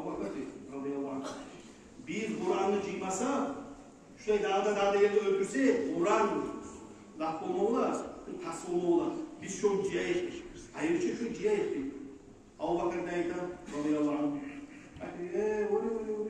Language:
Kumyk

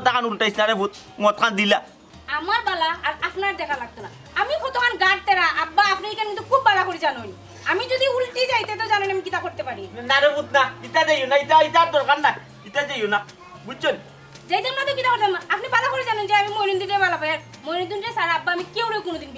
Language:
Sylheti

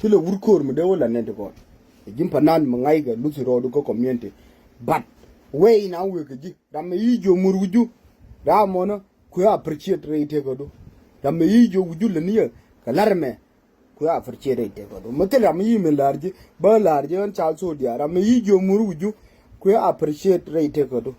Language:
Nuer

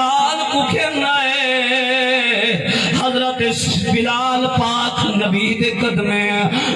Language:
Saraiki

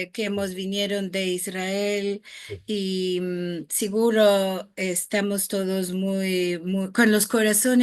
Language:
Ladino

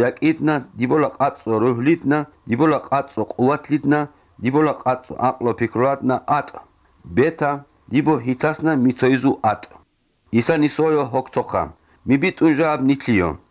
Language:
Georgian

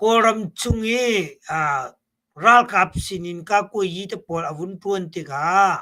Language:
Hakha Chin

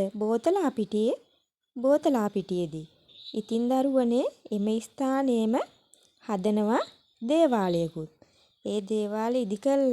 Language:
Sinhala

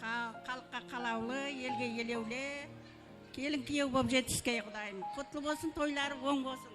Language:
Kara-Kalpak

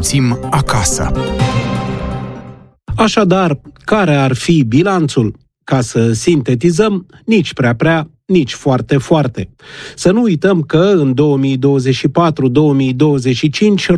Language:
Romanian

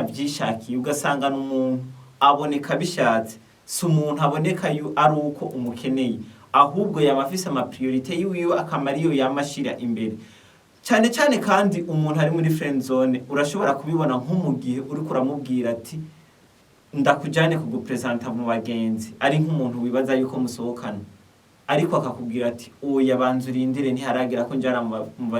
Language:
Rundi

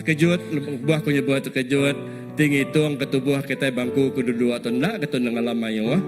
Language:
Iban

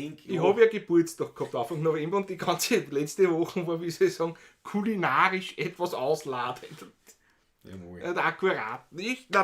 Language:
Bavarian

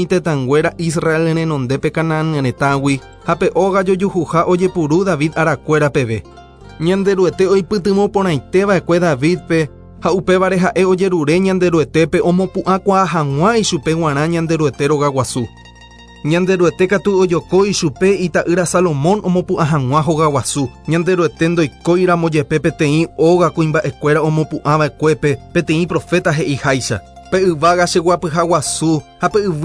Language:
Guarani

